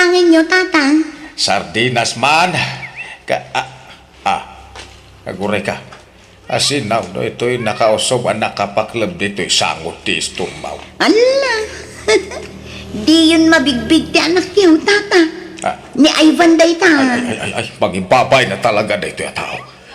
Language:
Iloko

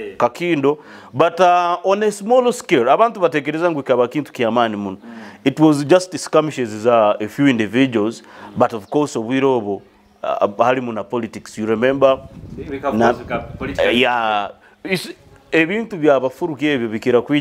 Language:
Nyoro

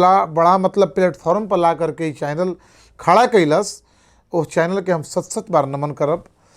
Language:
Bhojpuri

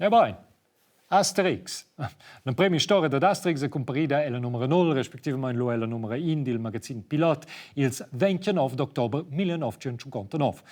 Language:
Romansh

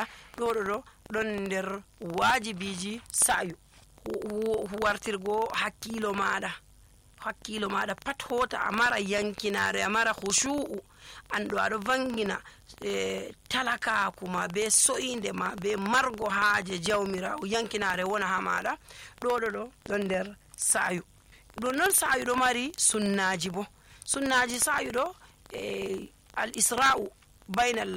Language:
Nigerian Fulfulde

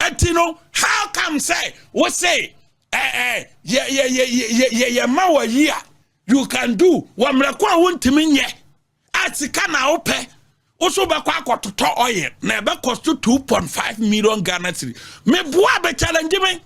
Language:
Akan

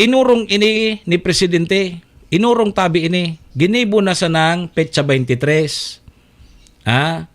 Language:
Bikol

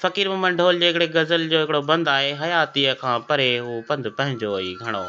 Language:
Sindhi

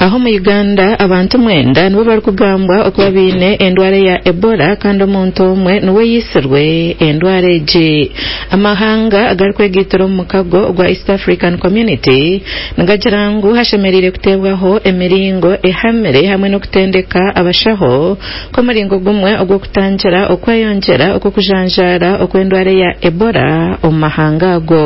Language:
Nyankole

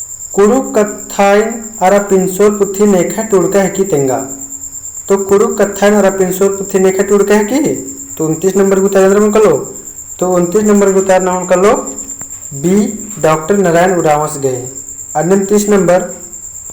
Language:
Kurukh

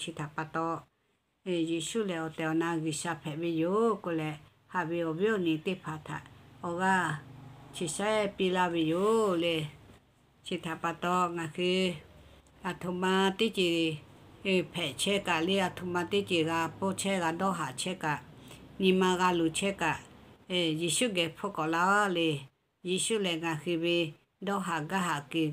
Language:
Lahu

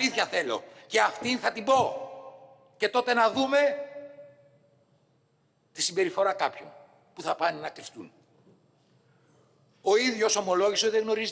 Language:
Greek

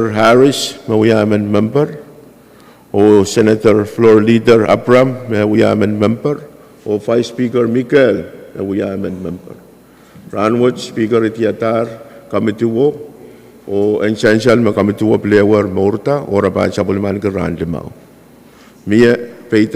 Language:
Pohnpeian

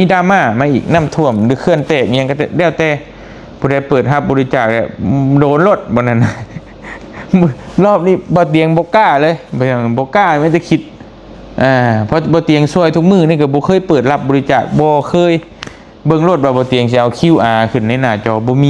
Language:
Lao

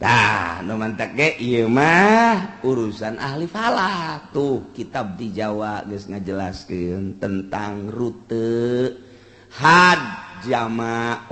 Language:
Sundanese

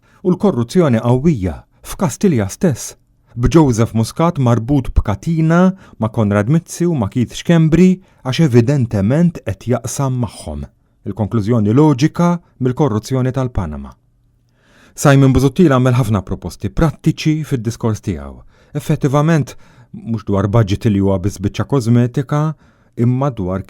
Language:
Maltese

